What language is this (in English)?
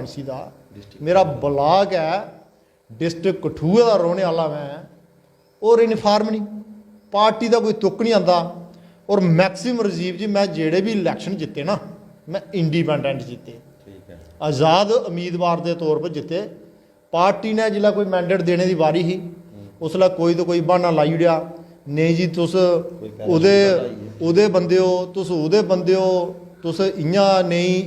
Dogri